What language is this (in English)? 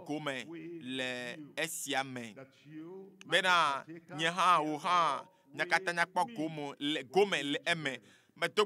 Ewe